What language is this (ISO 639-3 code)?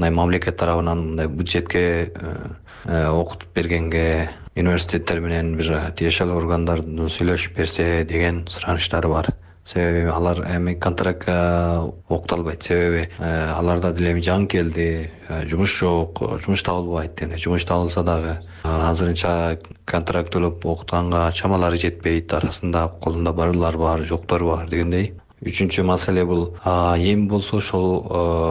kir